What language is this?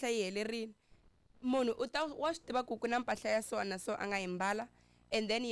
Tsonga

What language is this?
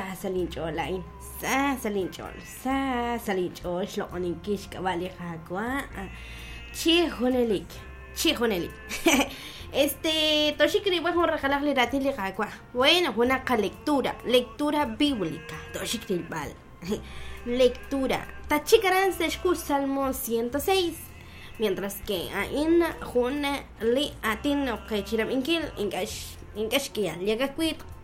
Kekchí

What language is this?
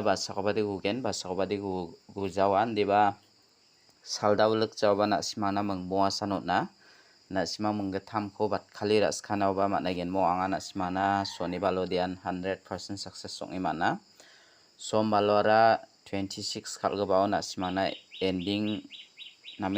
Garo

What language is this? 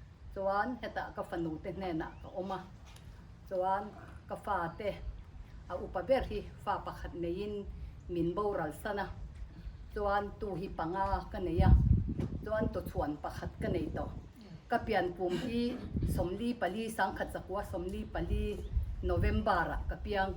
Mizo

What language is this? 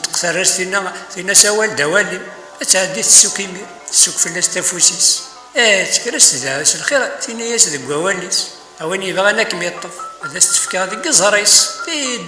Kabyle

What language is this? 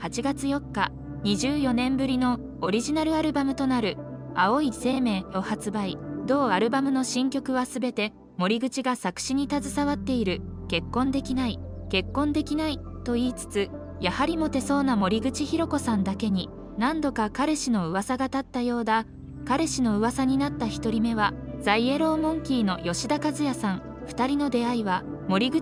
Japanese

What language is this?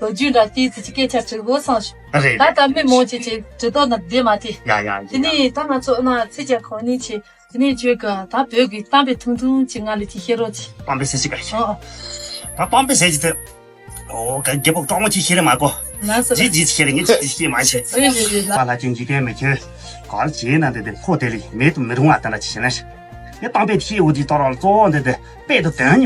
Tibetan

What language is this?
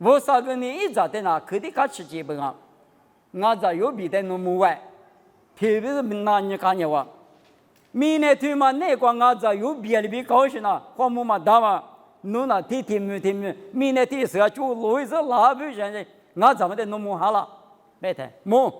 Lisu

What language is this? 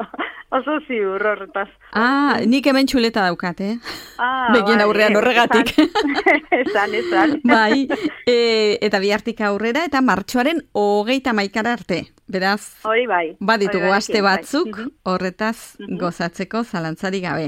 Basque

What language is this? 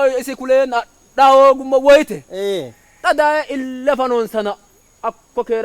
Sidamo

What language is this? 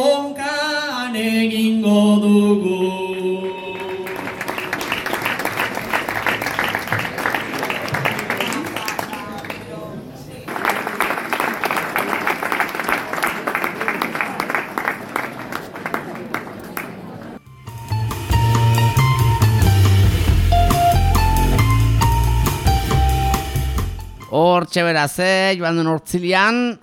Basque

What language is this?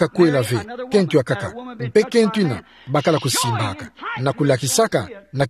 Kituba (Democratic Republic of Congo)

